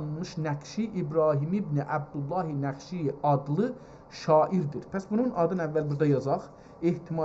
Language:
South Azerbaijani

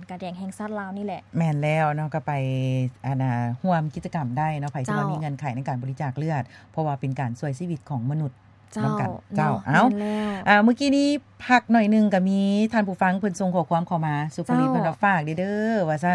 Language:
Lao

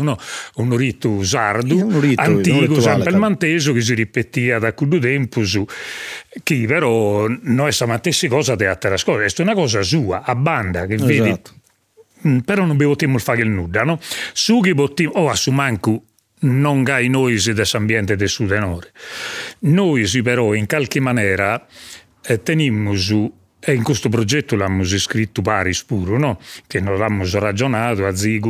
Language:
Sardinian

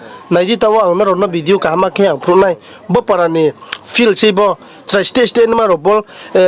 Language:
Riang (India)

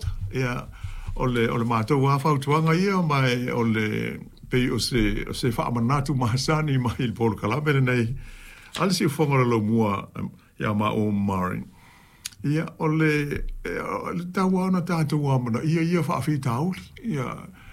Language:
Samoan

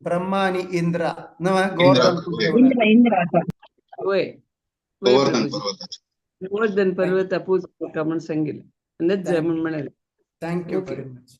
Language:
Konkani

